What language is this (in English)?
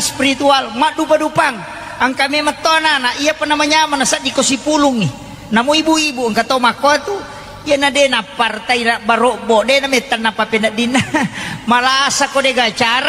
Buginese